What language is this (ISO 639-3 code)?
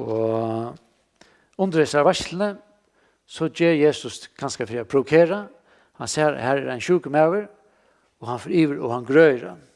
fao